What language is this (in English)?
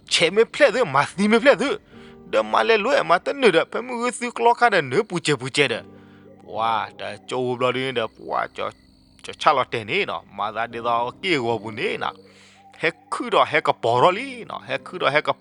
S'gaw Karen